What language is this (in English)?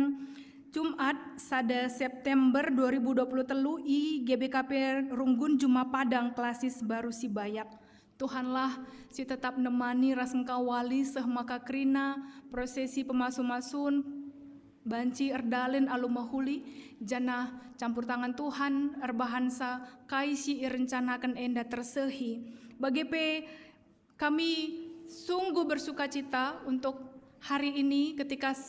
Batak Karo